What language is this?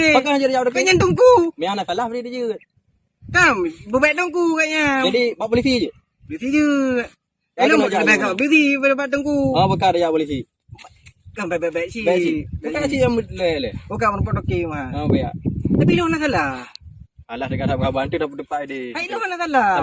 Achinese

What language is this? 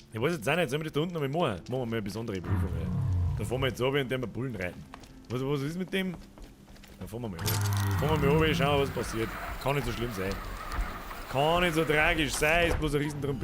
Bavarian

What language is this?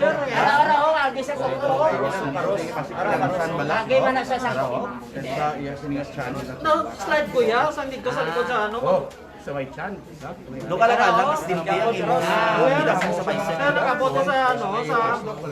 Hiligaynon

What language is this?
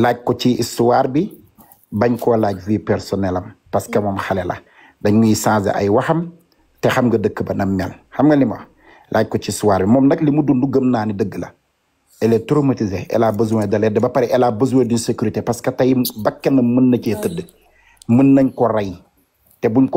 Wolof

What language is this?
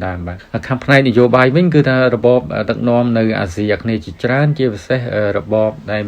Khmer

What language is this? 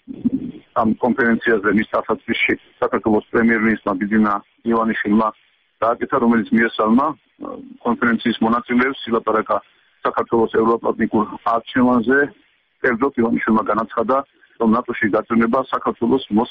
Georgian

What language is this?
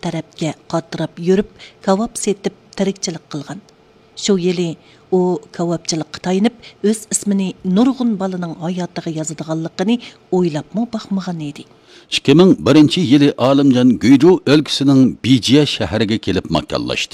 Uyghur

